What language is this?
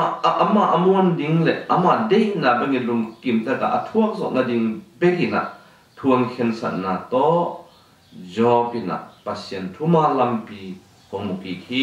Tedim Chin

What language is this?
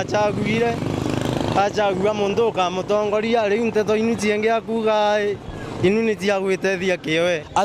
Meru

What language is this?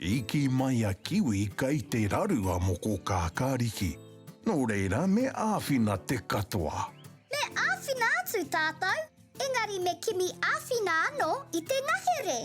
Māori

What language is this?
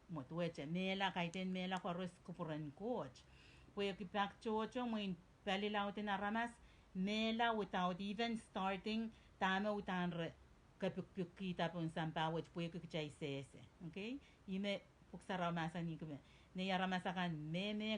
Pohnpeian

